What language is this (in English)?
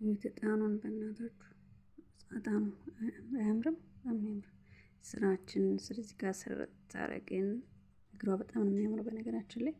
Amharic